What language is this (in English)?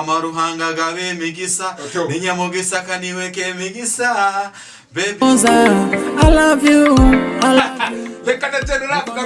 Tooro